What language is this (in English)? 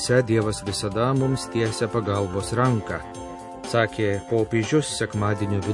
Lithuanian